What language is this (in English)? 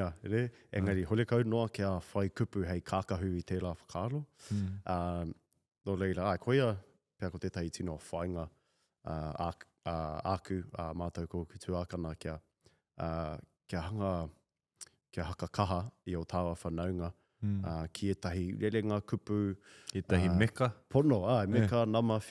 Māori